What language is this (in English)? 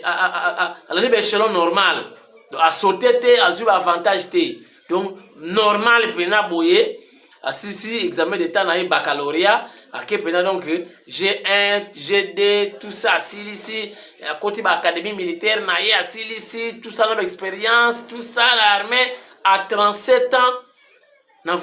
Lingala